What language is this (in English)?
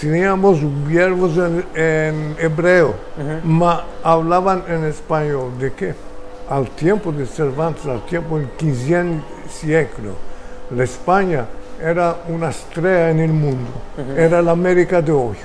Ladino